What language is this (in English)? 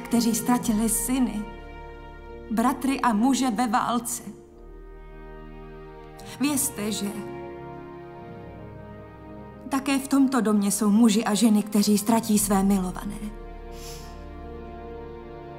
Czech